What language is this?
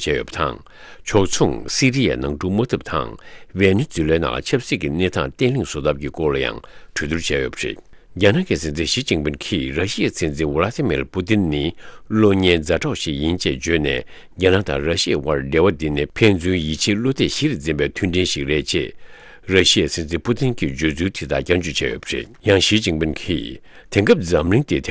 Tibetan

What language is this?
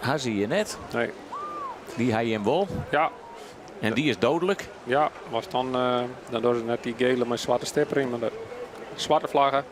Western Frisian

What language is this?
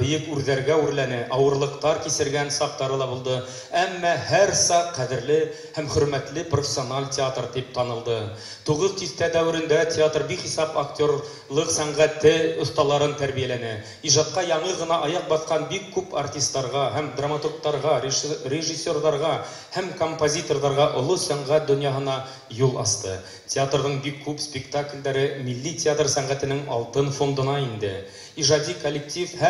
Bashkir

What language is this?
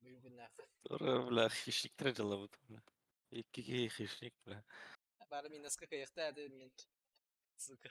Yakut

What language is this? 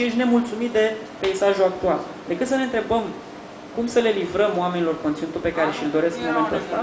Romanian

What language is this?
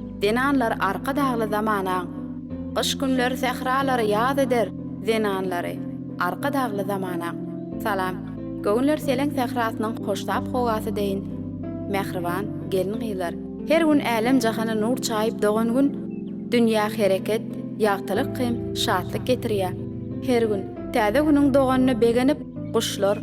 Turkmen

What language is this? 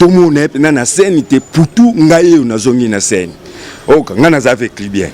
Lingala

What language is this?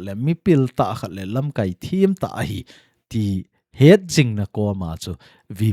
Thado Chin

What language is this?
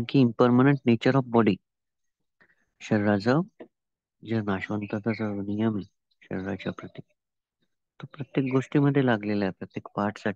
Marathi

